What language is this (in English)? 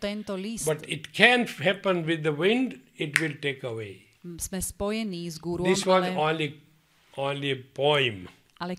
Slovak